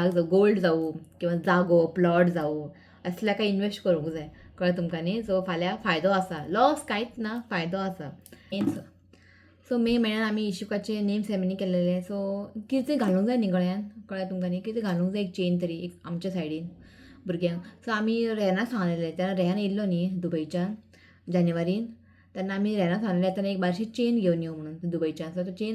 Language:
Konkani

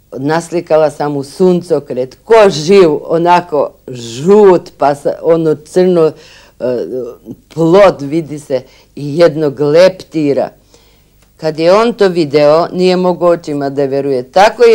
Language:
Serbian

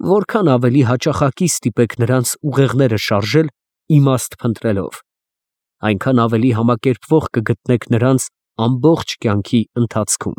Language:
Armenian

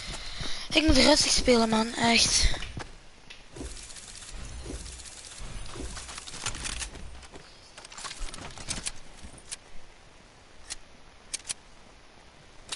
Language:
Dutch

